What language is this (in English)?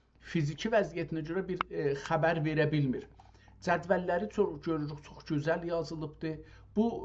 South Azerbaijani